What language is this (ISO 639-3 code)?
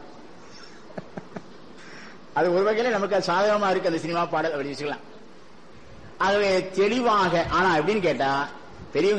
tam